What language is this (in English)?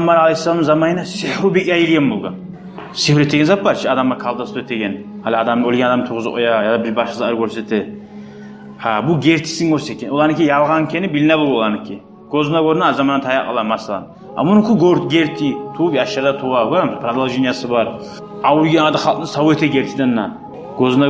Kumyk